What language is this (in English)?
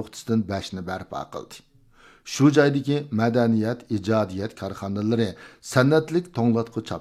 Uyghur